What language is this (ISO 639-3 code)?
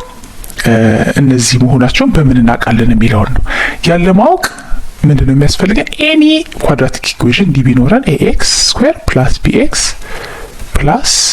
amh